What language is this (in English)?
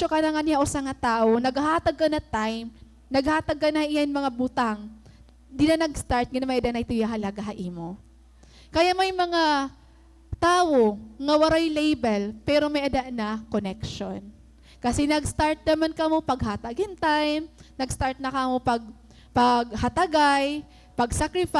Waray